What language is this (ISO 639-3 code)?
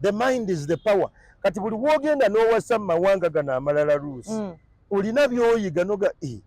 lug